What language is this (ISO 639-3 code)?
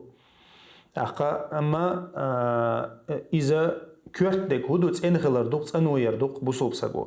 che